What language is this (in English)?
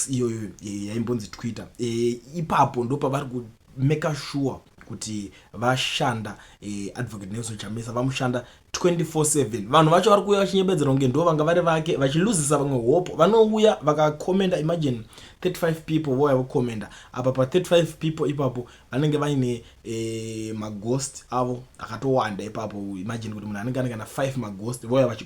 Shona